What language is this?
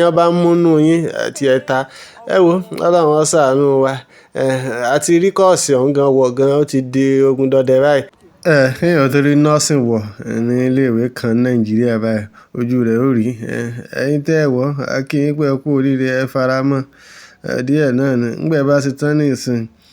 Yoruba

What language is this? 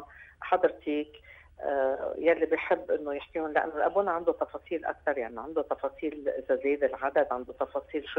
North Levantine Arabic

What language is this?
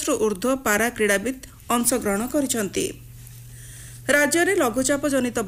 Odia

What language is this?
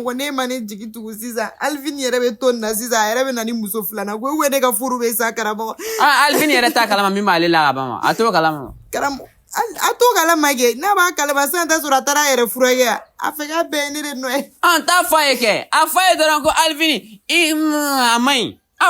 Bambara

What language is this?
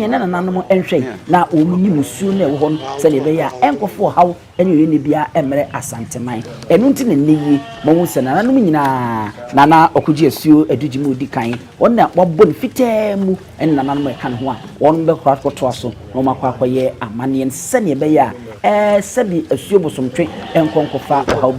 Akan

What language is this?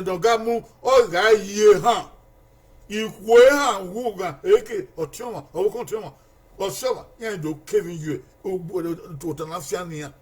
Bini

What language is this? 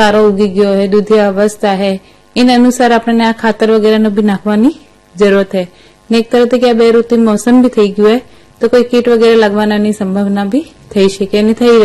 Gujarati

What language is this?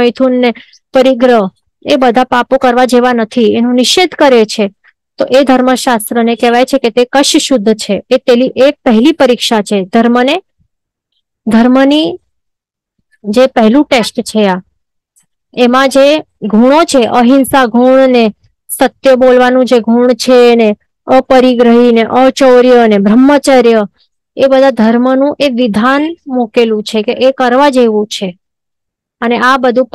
Gujarati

